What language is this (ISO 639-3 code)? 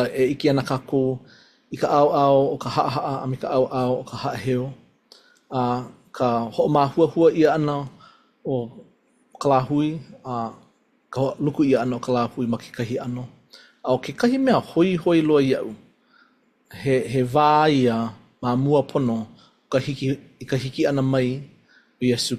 haw